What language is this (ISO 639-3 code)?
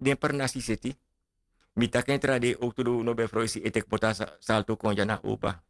srn